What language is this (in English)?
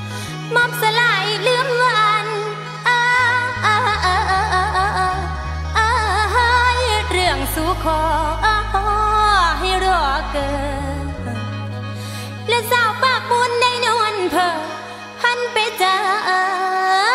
Thai